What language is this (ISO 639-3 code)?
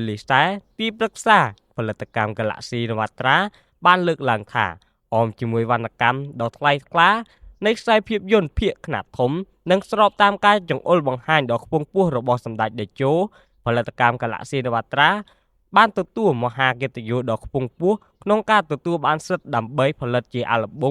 khm